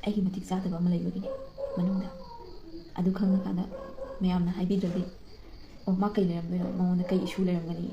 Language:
Manipuri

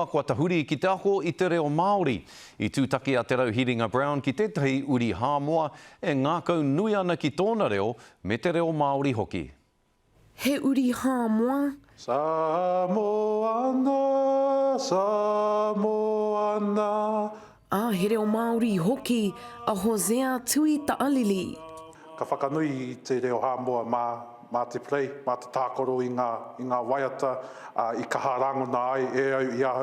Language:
Māori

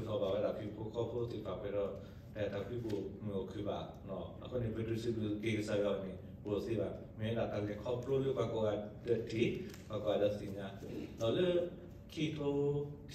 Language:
S'gaw Karen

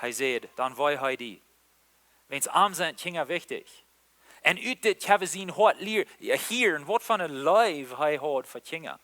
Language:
Plautdietsch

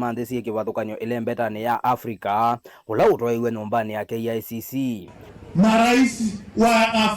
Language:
Kamba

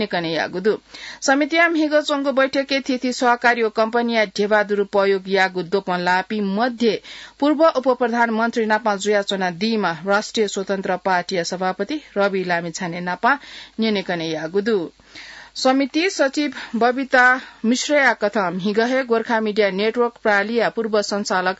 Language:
Newari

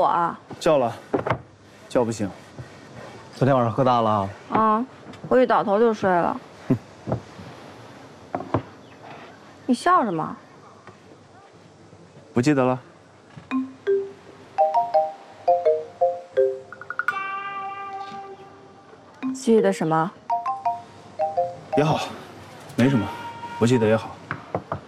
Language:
Chinese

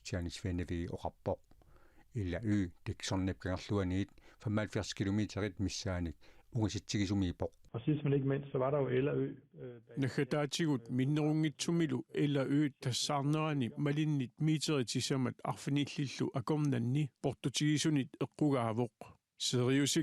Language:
Kalaallisut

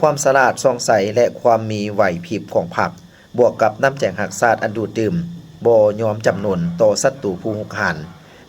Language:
Lao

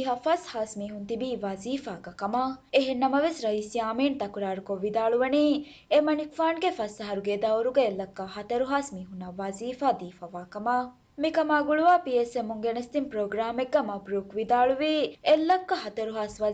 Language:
Divehi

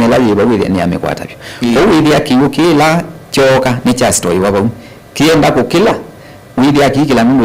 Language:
Kamba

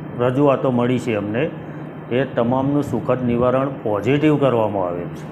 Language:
Gujarati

